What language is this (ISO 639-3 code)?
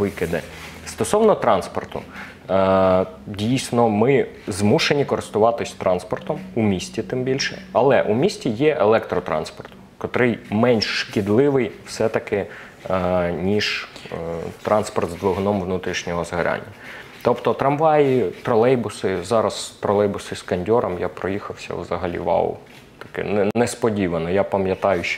ukr